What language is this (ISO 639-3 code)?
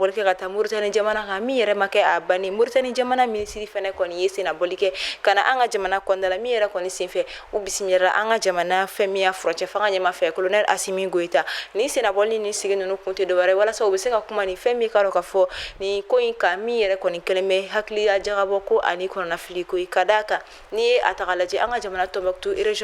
bam